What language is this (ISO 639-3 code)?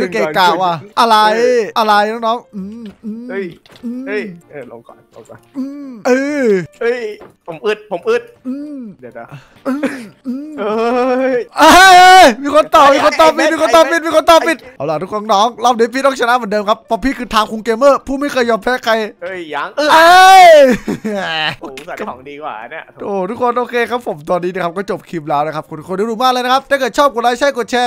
tha